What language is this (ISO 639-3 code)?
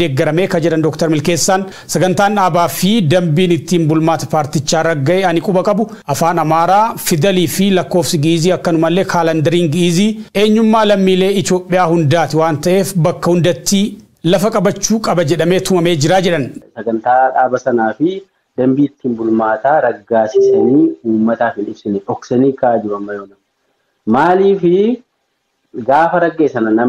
orm